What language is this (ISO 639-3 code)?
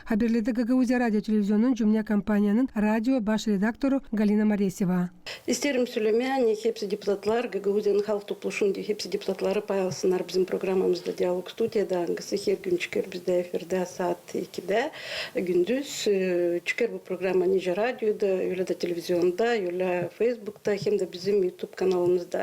gag